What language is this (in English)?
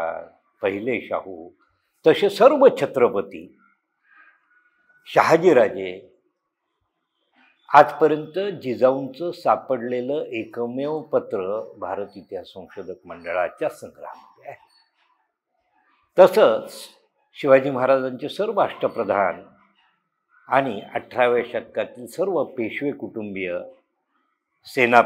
Marathi